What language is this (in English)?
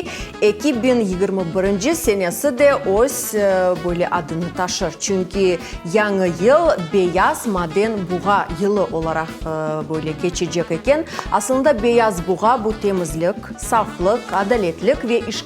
Crimean Tatar